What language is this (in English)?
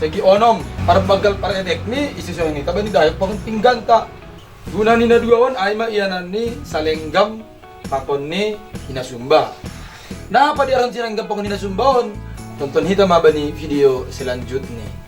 Batak Simalungun